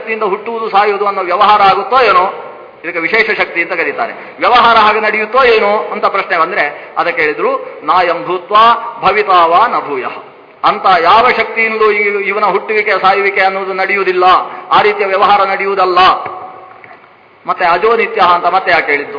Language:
Kannada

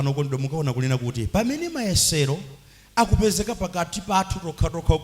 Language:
Nyanja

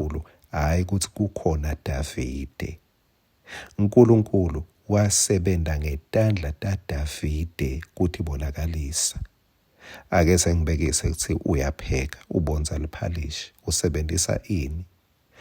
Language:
Swati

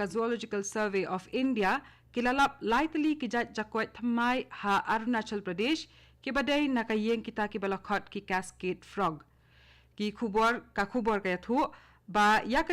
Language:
Khasi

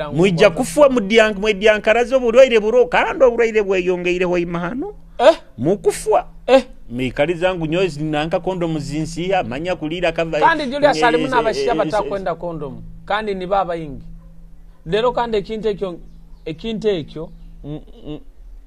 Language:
Nyoro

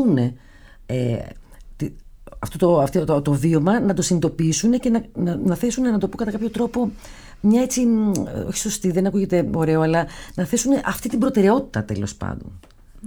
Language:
Greek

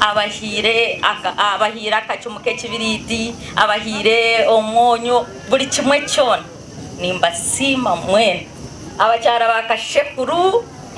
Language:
Nyankole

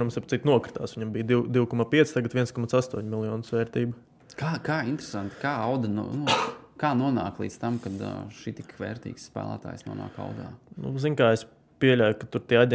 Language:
Latvian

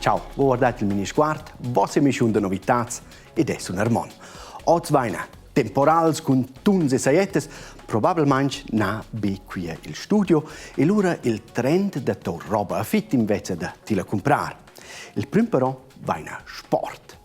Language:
Romansh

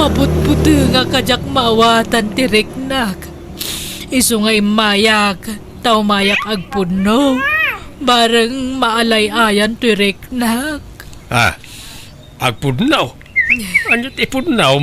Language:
Iloko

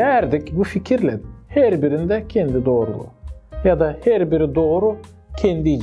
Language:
Gagauz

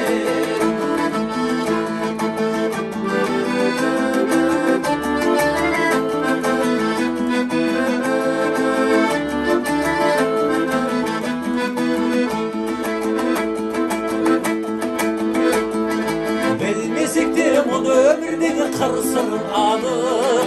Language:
Kazakh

